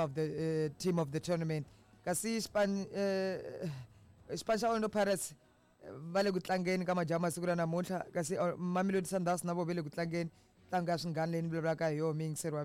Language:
Tsonga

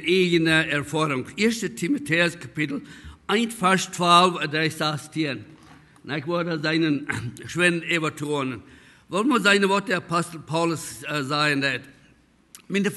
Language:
Plautdietsch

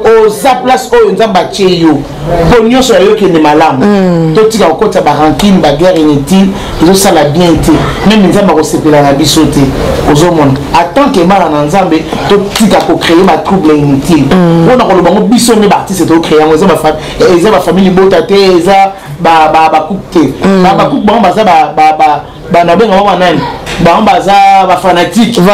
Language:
Lingala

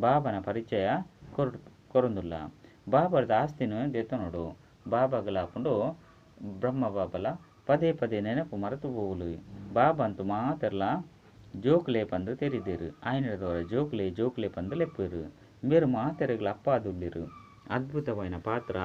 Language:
Tulu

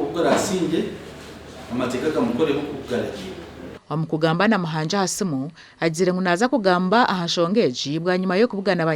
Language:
Nyankole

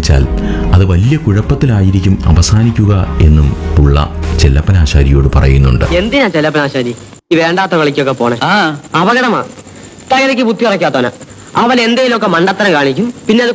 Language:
Malayalam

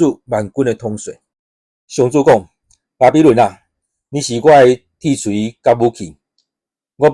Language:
Min Nan Chinese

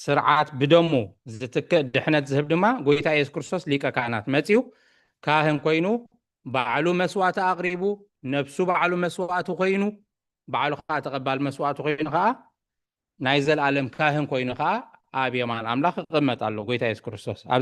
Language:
Tigrinya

